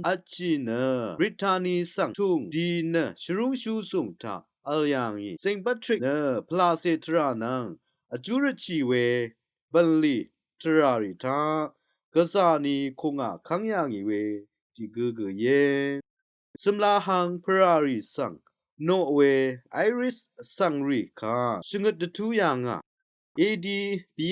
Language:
Rawang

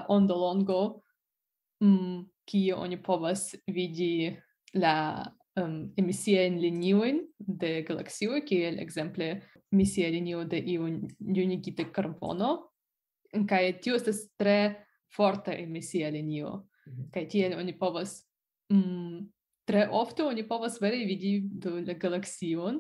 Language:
Esperanto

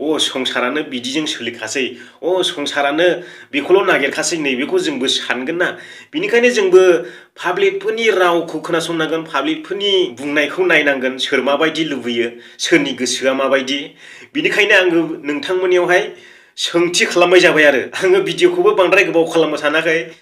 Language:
Bodo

